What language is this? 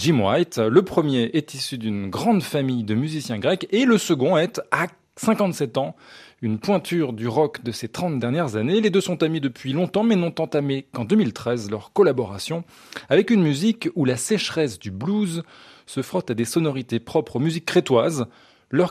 French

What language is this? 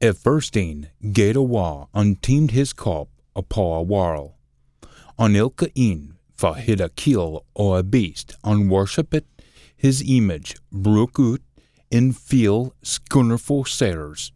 Scots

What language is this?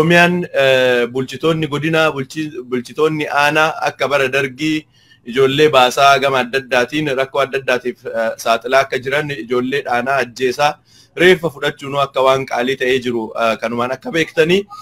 Oromo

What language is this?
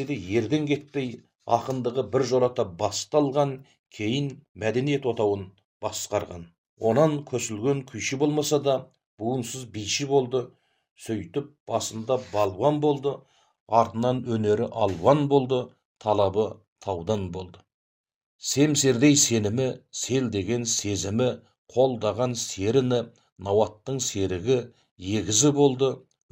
Kazakh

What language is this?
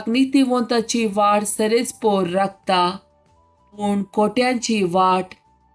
Konkani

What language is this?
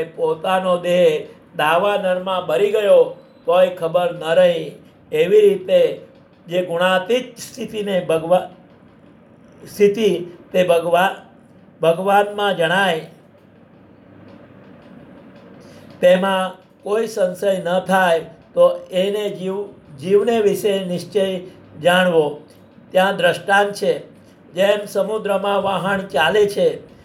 Gujarati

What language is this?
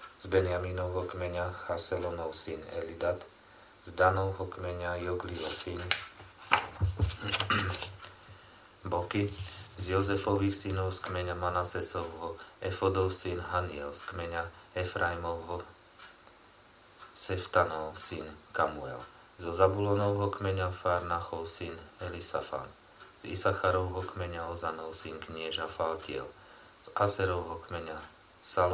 Slovak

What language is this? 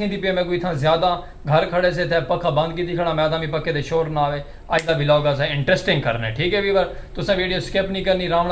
Saraiki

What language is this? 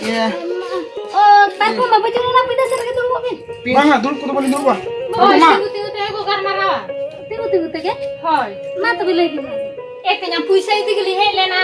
Santali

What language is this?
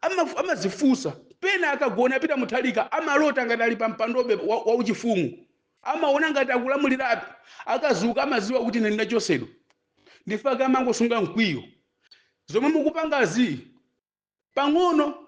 Nyanja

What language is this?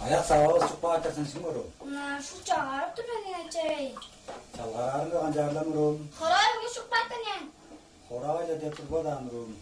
Tuvinian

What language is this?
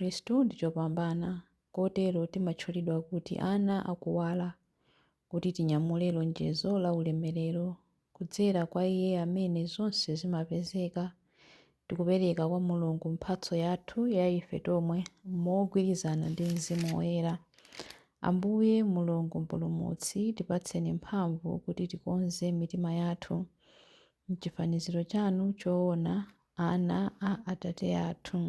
Nyanja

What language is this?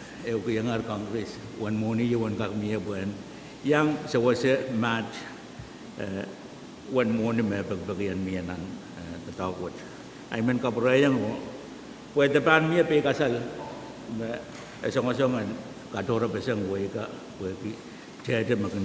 Pohnpeian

